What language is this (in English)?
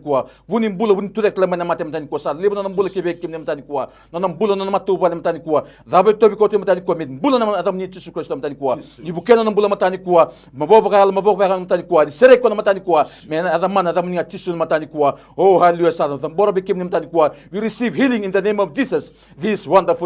Fijian